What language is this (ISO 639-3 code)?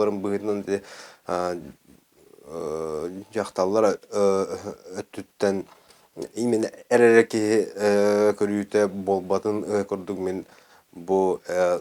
sah